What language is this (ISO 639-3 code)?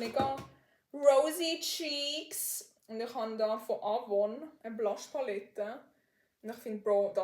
gsw